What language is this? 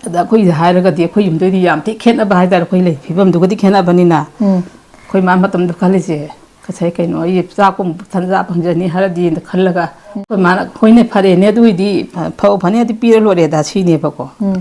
Manipuri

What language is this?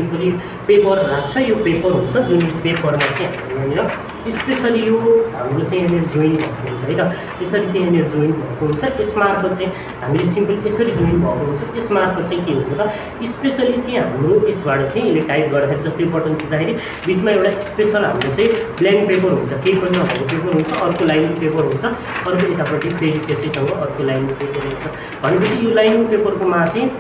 Nepali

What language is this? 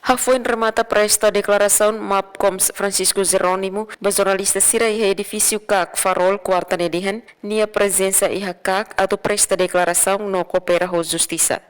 Tetum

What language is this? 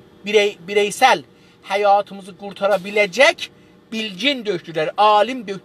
South Azerbaijani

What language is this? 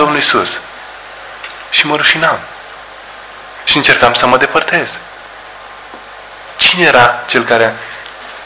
Romanian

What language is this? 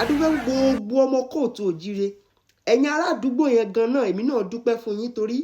Yoruba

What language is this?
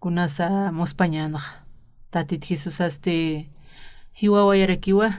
Aymara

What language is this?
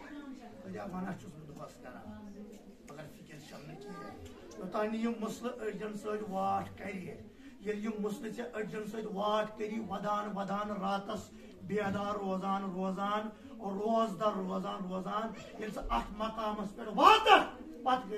Kashmiri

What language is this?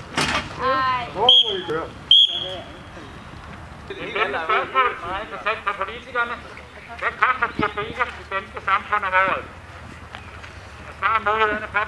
Danish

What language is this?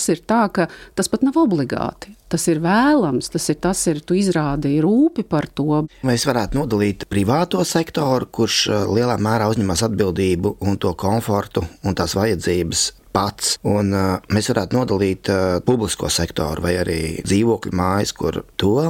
Latvian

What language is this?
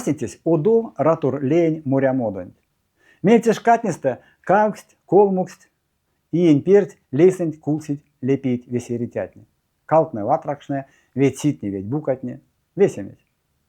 Erzya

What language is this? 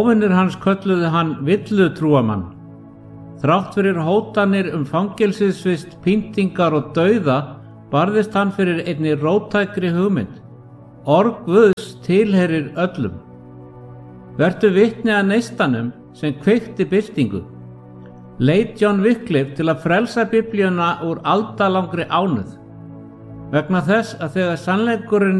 Icelandic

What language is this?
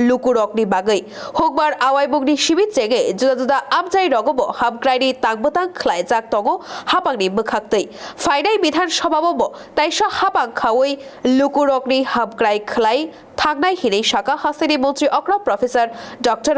Kok Borok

